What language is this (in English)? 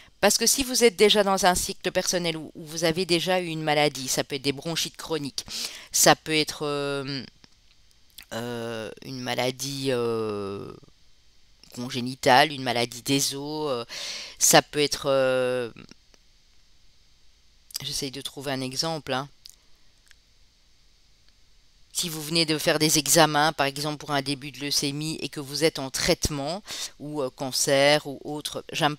French